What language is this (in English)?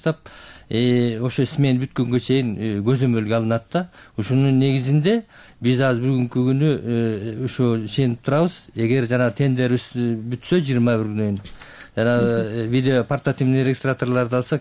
Kyrgyz